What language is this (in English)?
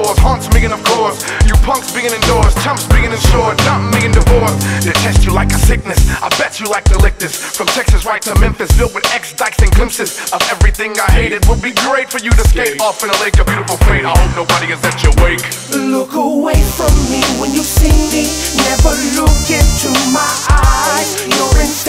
English